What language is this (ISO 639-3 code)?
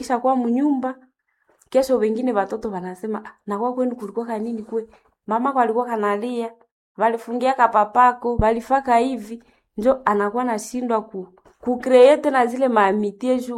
swa